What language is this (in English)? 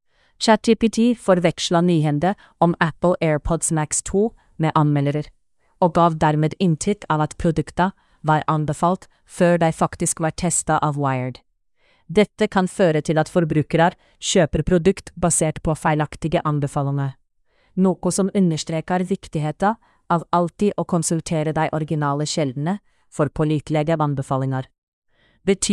Norwegian